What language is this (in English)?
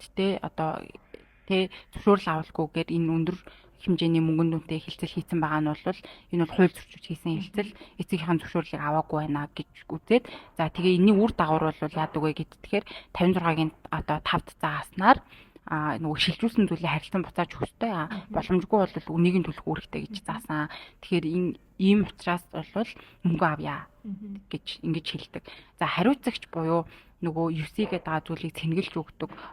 Mongolian